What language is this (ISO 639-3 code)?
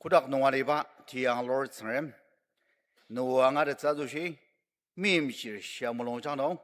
njo